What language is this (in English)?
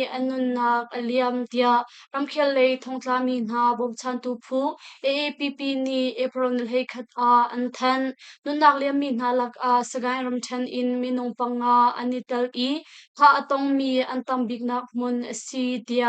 Hakha Chin